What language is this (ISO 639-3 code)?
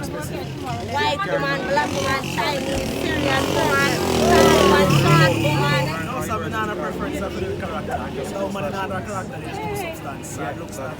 jam